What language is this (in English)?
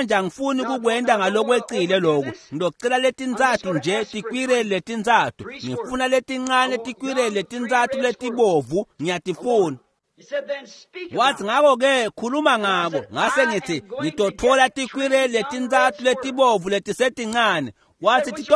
Swati